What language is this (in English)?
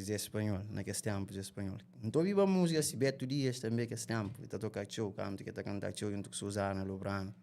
Kabuverdianu